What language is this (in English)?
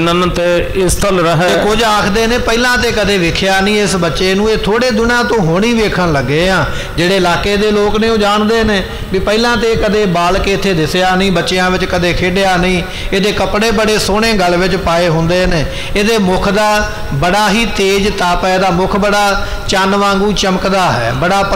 Punjabi